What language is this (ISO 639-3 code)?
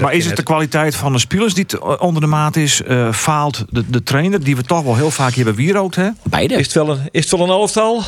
fry